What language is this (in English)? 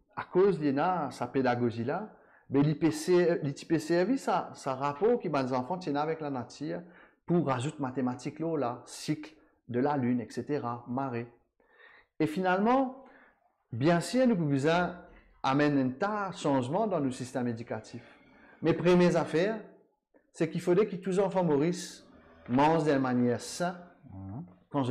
Morisyen